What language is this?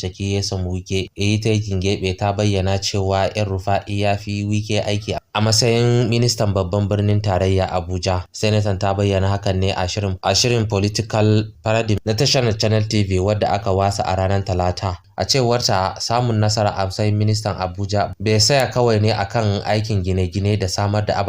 Hausa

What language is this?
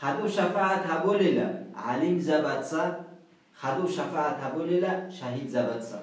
Avaric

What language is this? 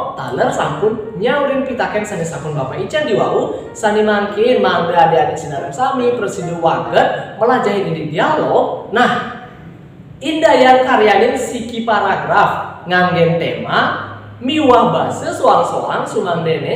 Balinese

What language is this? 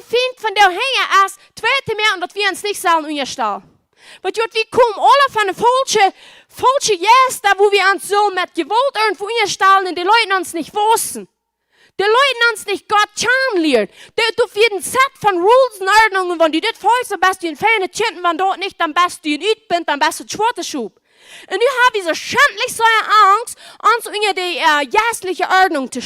Plautdietsch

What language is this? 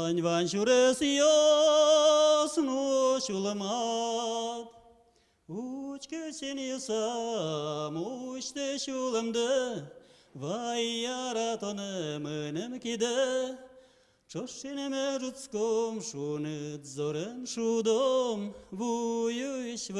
Udmurt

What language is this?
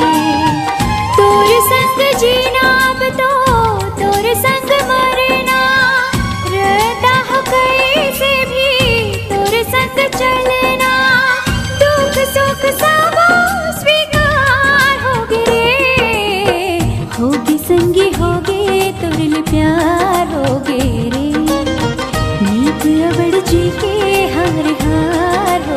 Chhattisgarhi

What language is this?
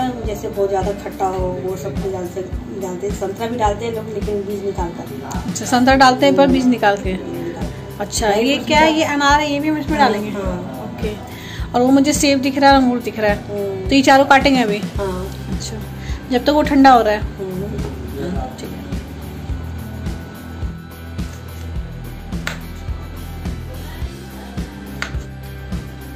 Hindi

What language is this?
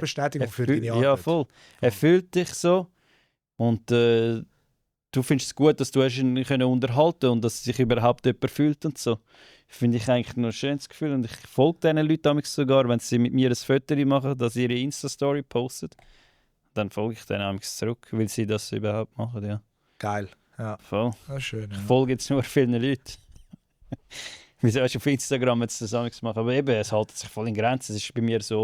Swiss German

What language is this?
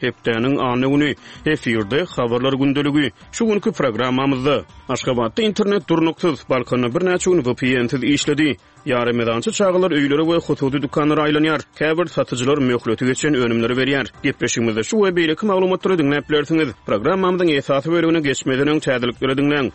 Turkmen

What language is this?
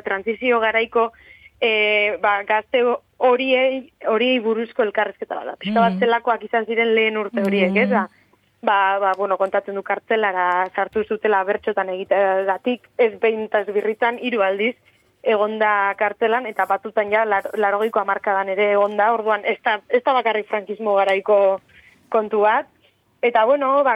Basque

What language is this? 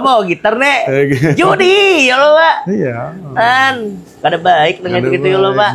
Banjar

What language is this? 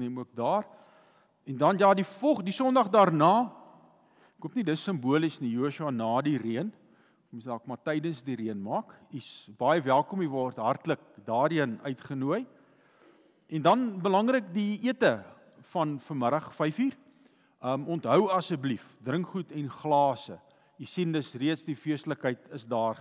Afrikaans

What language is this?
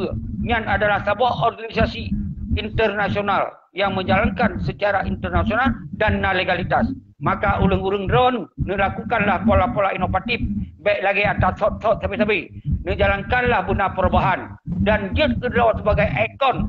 Achinese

